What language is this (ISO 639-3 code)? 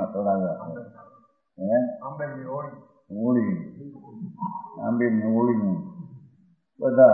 guj